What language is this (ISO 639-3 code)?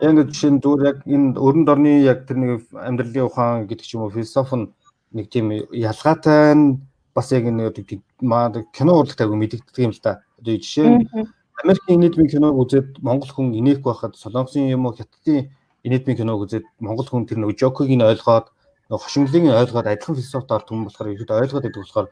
mon